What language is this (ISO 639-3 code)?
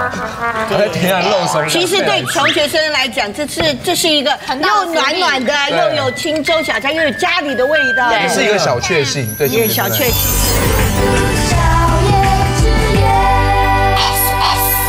zho